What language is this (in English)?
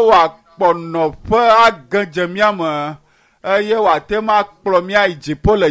Ewe